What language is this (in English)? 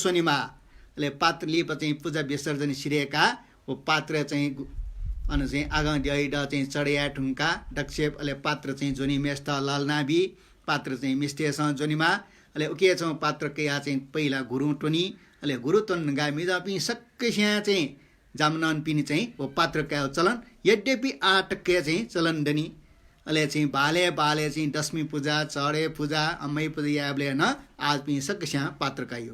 Newari